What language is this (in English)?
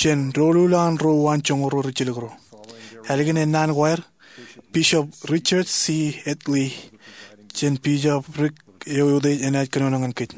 Marshallese